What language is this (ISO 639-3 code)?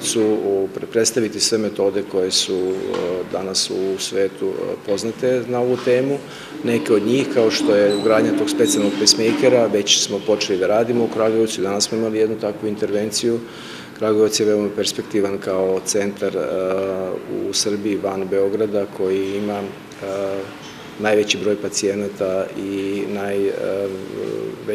srp